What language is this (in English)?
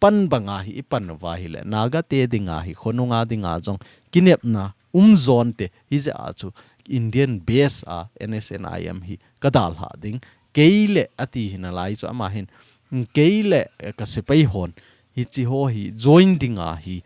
Thado Chin